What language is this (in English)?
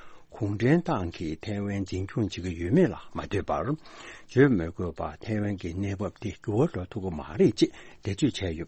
Tibetan